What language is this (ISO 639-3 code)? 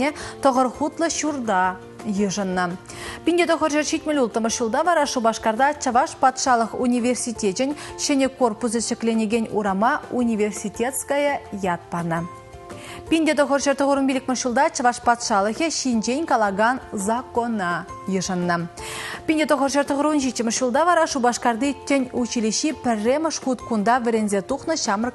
chv